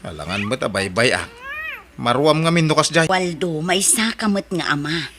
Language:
Iloko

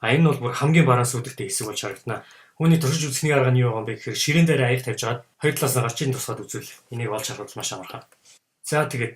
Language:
Mongolian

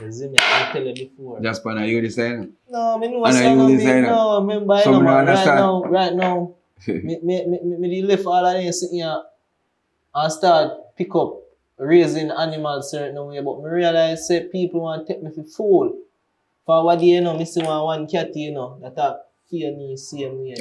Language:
Jamaican Creole English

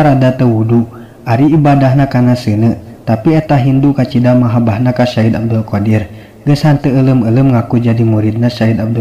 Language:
Sundanese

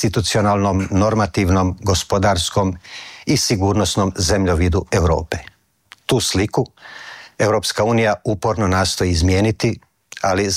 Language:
Croatian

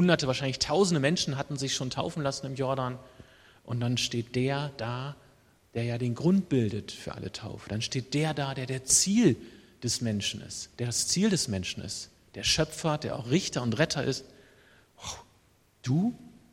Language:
German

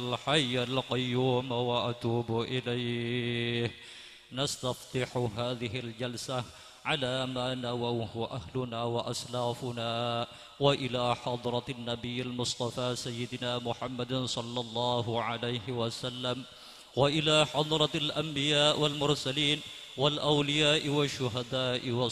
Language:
Madurese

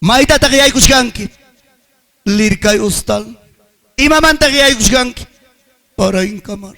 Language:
Ayacucho Quechua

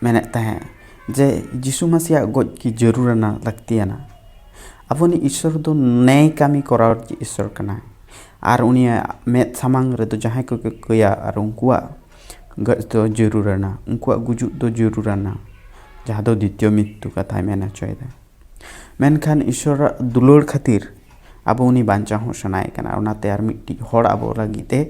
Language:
Santali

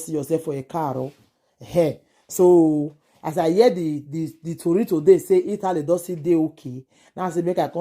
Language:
Nigerian Pidgin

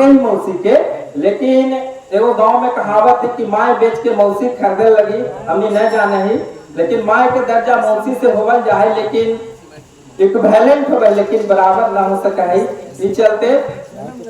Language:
Magahi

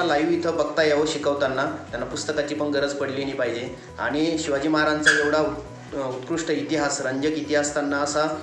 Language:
Marathi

